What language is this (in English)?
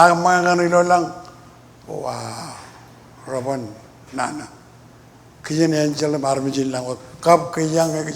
Marshallese